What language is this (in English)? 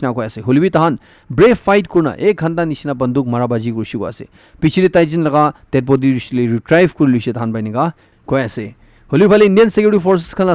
Naga Pidgin